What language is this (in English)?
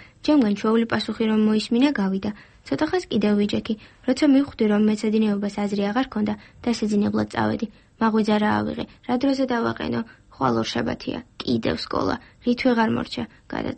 Georgian